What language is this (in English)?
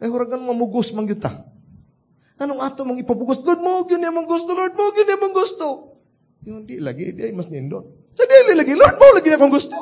Cebuano